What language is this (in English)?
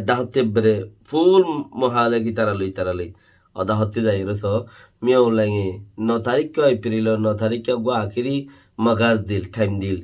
Rohingya